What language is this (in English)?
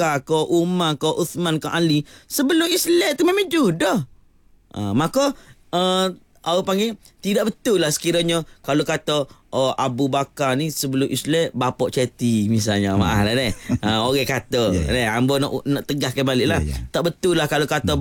Malay